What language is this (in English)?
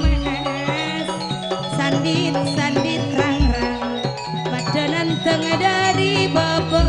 Madurese